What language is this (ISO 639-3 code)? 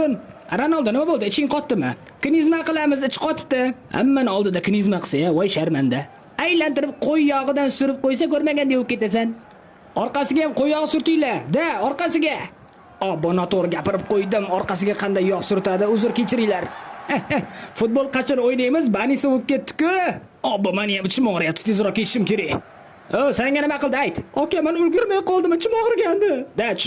uzb